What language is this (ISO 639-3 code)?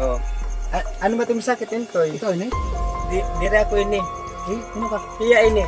war